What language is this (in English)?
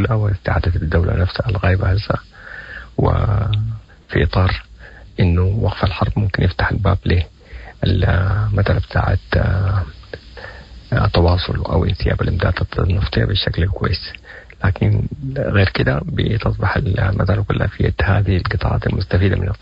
Sudanese Arabic